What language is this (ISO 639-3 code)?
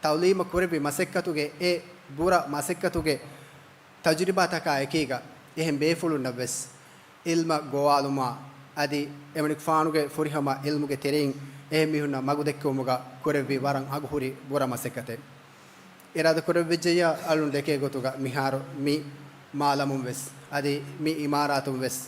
div